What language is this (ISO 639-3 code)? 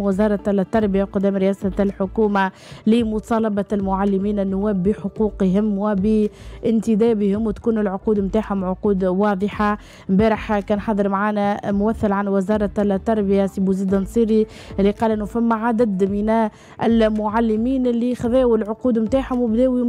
aeb